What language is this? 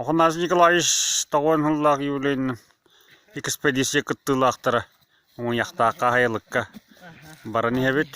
Yakut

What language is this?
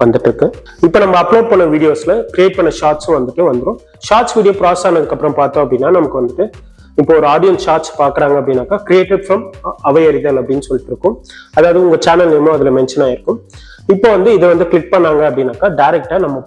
Tamil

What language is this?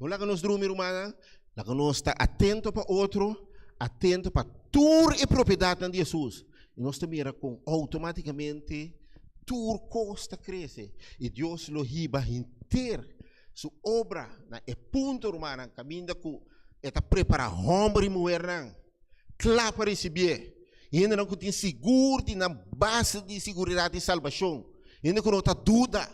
Papiamento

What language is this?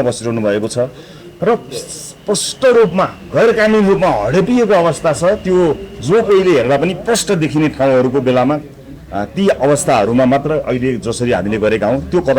Nepali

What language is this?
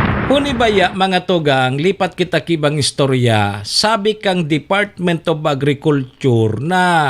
Bikol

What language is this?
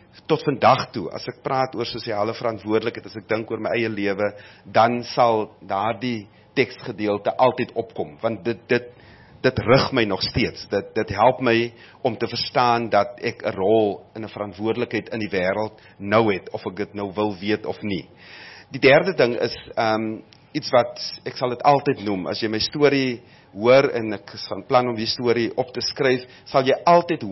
Afrikaans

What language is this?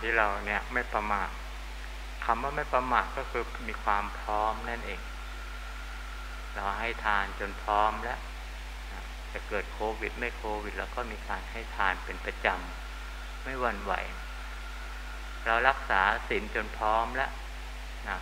Thai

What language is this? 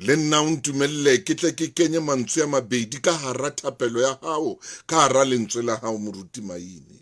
Southern Sotho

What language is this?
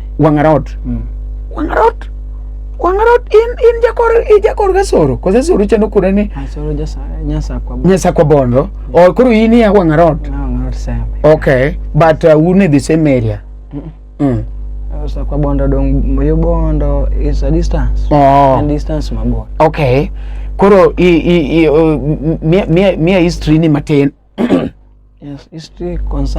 Luo (Kenya and Tanzania)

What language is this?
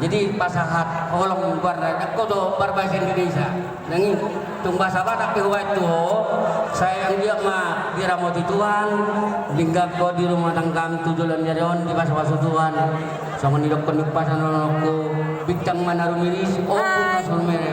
Batak Toba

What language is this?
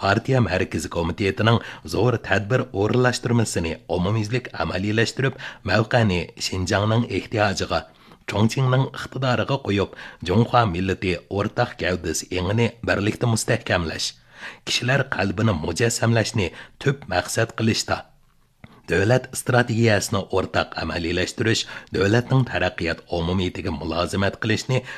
Uyghur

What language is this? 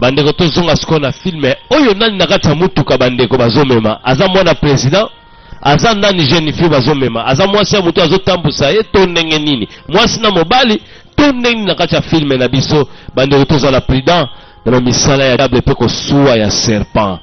Lingala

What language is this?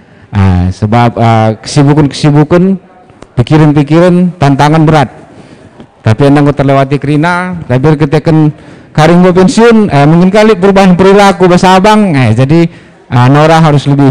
Batak Karo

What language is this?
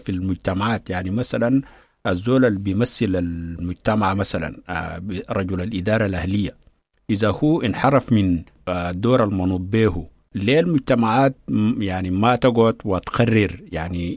Sudanese Arabic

